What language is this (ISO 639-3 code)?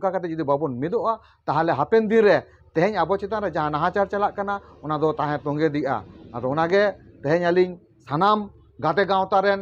sat